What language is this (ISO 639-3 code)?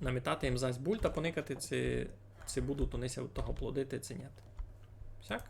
rue